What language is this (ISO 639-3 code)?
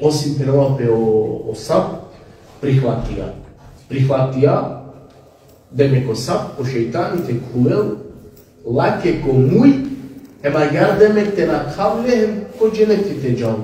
rmn